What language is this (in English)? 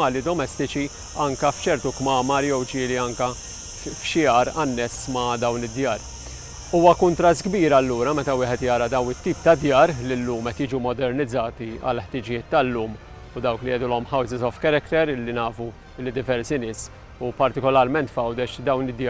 Maltese